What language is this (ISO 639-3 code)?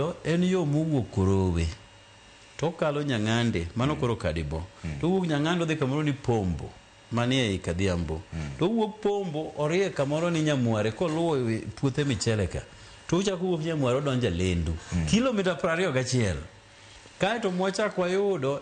luo